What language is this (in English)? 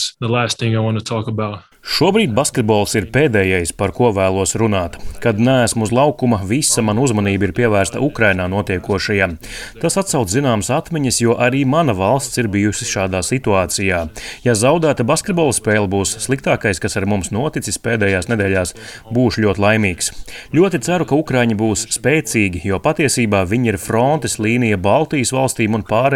Latvian